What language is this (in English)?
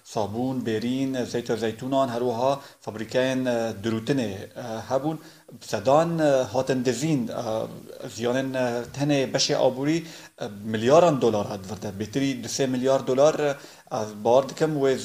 Kurdish